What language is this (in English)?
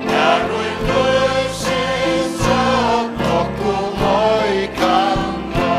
Faroese